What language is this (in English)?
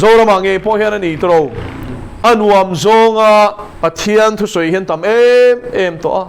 Mizo